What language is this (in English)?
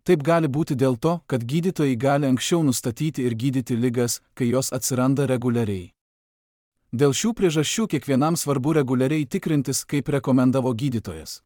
Lithuanian